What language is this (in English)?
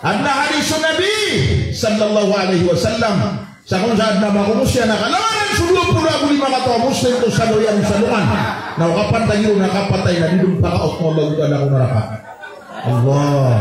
Maranao